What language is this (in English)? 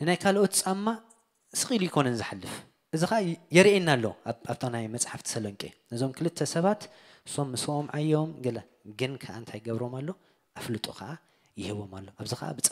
Tigrinya